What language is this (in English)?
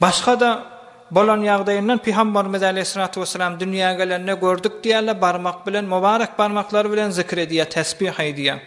Turkmen